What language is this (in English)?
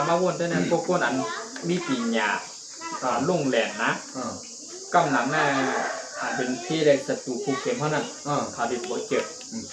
Shan